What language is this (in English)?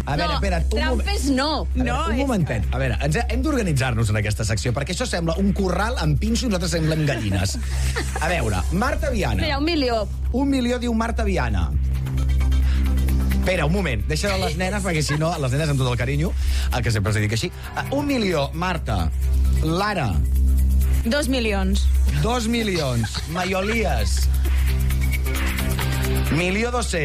Catalan